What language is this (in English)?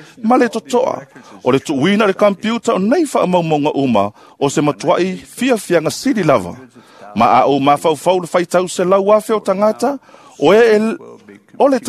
Samoan